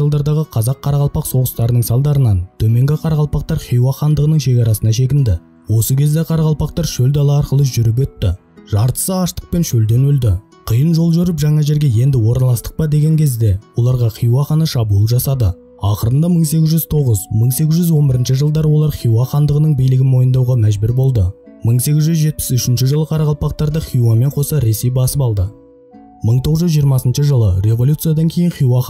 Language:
Kara-Kalpak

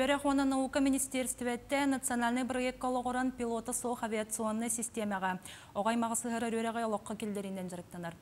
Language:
Yakut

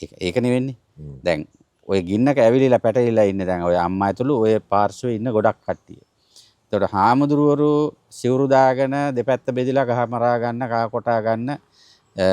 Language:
Sinhala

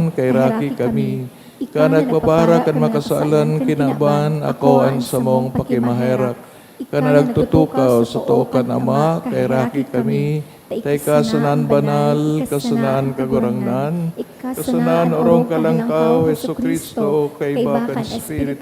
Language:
Bikol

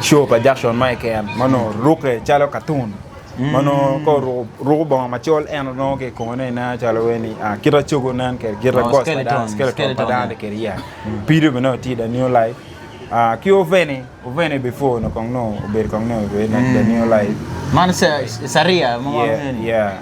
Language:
Acoli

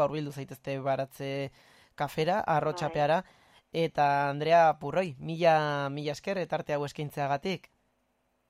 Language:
Basque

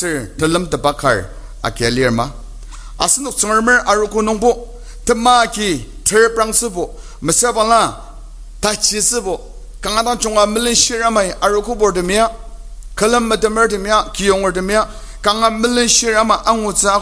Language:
Ao Naga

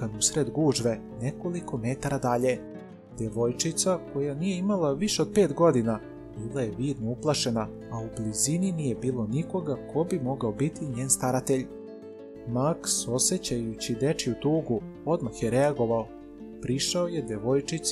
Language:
Serbian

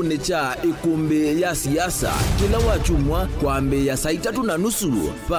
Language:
Kamba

